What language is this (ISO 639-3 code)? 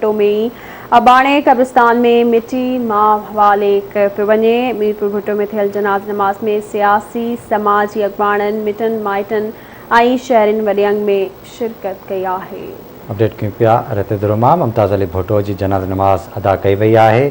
snd